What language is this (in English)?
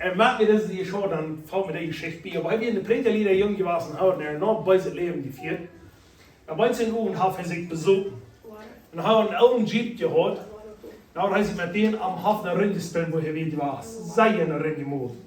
Plautdietsch